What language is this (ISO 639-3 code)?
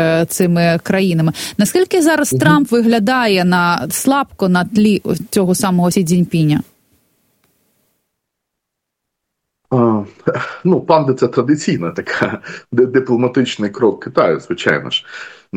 ukr